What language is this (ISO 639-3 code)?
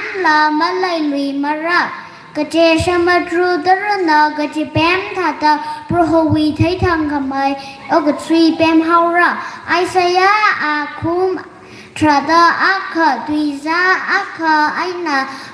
nmf